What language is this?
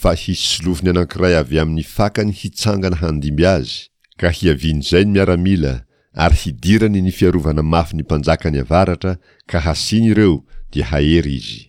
Malagasy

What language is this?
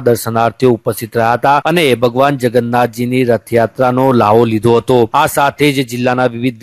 Gujarati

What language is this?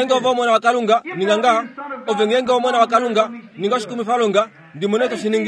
Kuanyama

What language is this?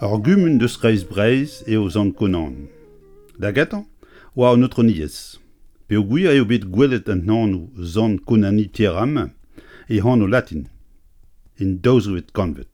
Breton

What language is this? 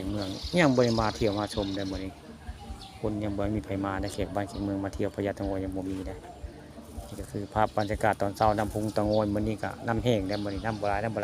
Northeastern Thai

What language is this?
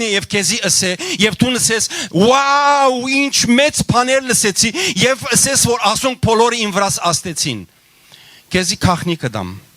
Western Armenian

